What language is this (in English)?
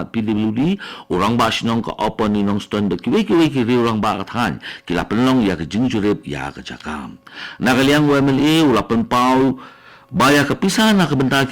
Khasi